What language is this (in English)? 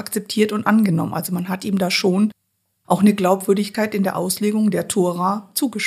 German